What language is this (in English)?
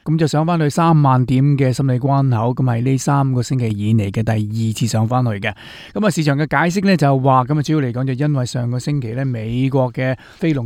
Cantonese